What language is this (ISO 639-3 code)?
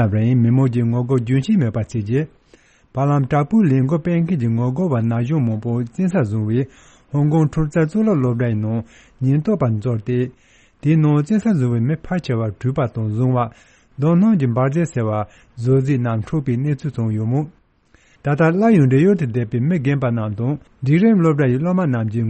bod